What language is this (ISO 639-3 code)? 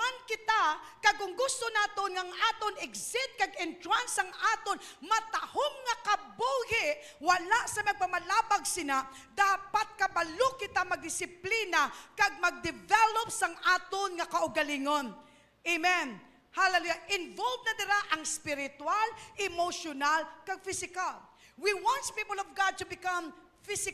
hil